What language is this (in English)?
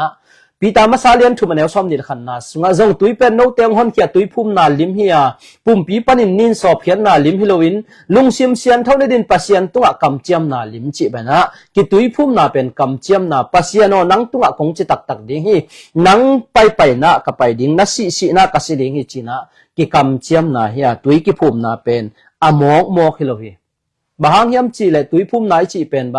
Tedim Chin